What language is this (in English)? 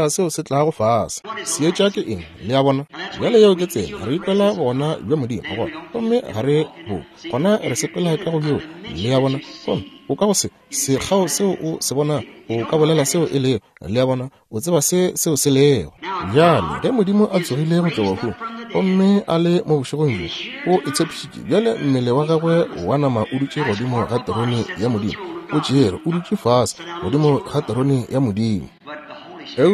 Northern Sotho